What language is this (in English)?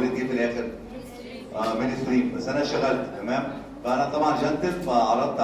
Egyptian Arabic